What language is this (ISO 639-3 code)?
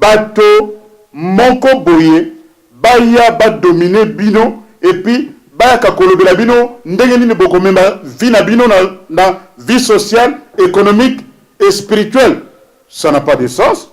lin